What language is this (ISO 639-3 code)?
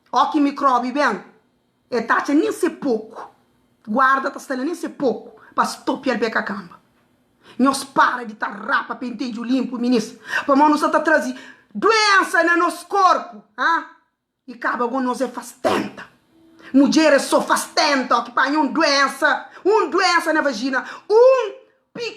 kea